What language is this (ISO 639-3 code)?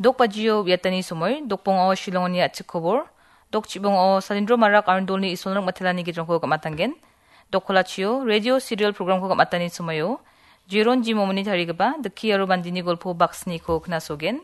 grt